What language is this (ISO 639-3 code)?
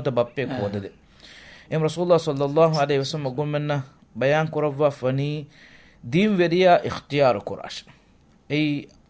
div